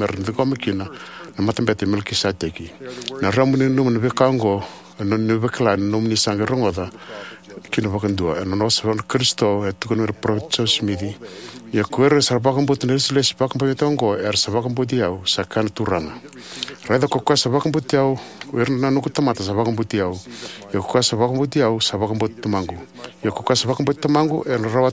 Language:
Fijian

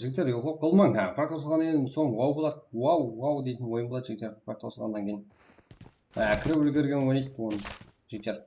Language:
Kara-Kalpak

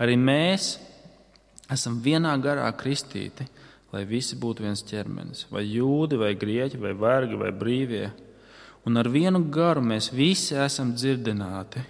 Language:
Latvian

